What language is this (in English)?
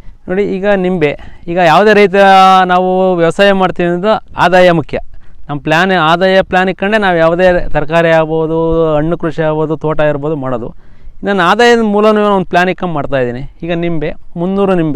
Kannada